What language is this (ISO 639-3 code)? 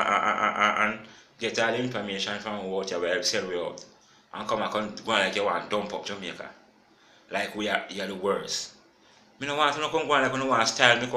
jam